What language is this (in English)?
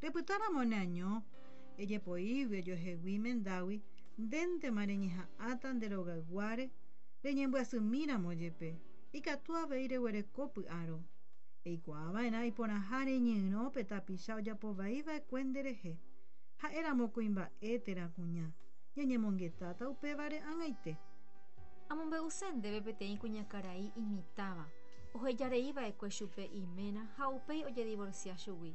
Guarani